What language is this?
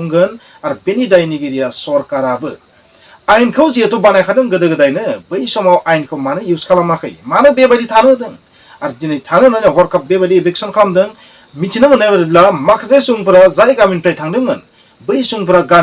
Bodo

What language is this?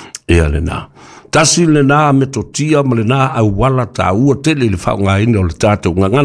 Samoan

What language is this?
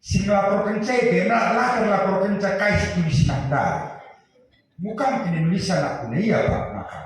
Batak Karo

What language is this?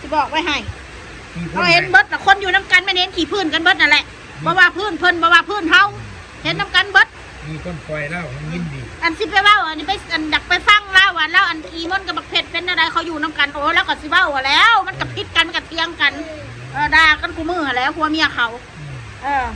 Northeastern Thai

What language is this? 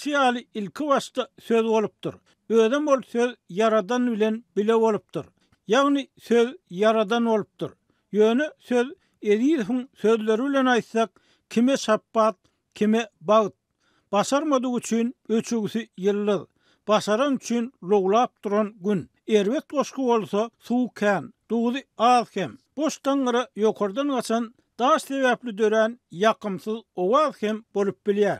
Turkmen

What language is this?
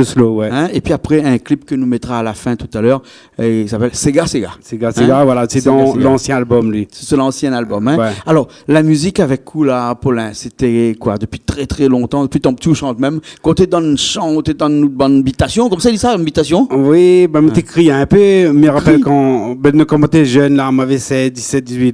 Réunion Creole French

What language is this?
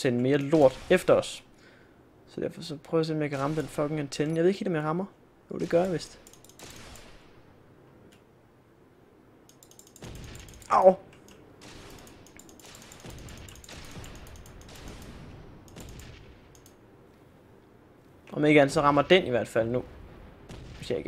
Danish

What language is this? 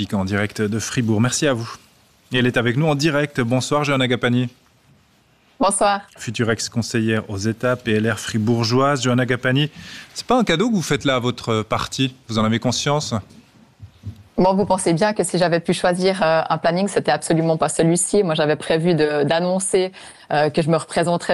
French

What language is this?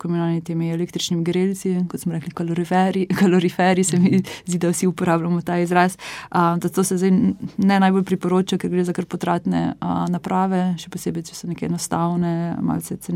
Slovenian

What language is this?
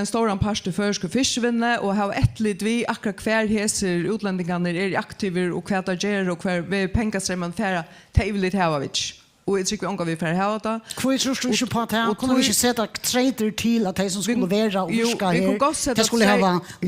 Faroese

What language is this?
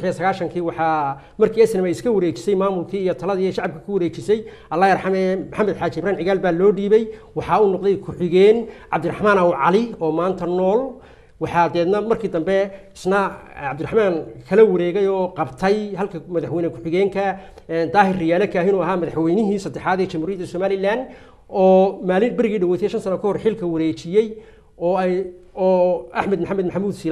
Somali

